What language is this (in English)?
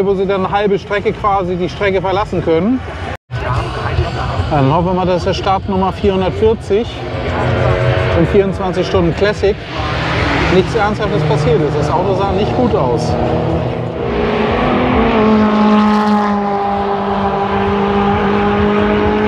German